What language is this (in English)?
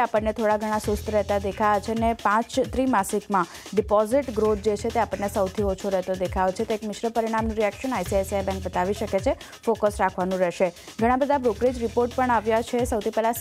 Gujarati